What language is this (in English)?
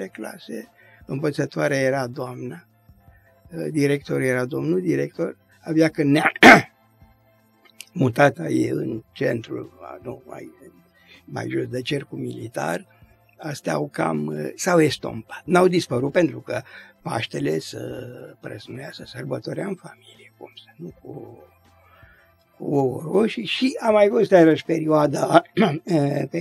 Romanian